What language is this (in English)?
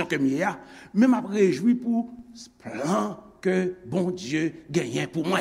Haitian Creole